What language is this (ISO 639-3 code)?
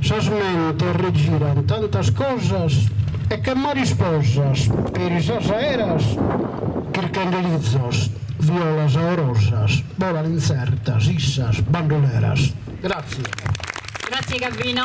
srd